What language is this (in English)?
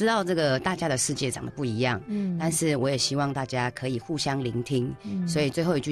Chinese